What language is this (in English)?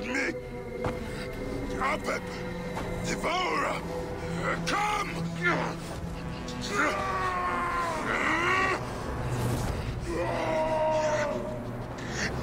English